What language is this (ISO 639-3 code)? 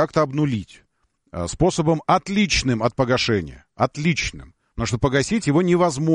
rus